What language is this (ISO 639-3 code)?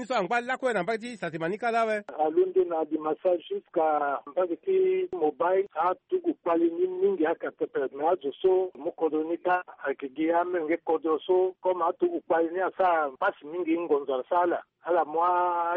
sag